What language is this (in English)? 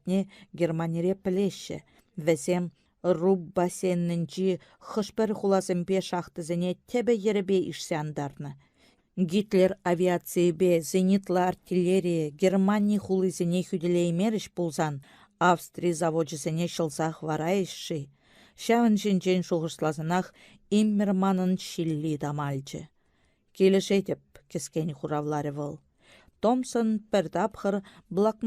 Chuvash